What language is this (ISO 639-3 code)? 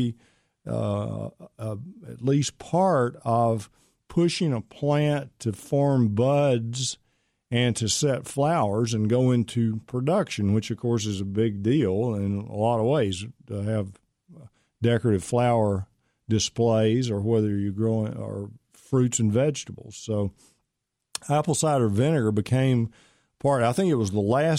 eng